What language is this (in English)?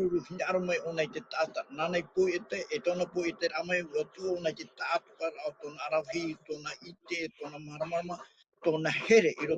Tahitian